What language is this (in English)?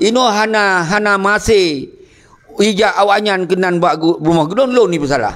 Achinese